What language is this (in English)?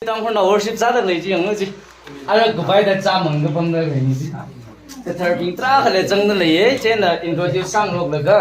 Tangkhul Naga (India)